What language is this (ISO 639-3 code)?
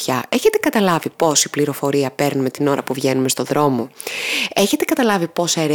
ell